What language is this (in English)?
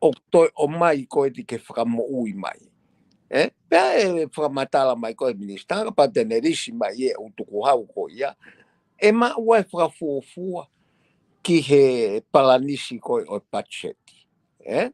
Tongan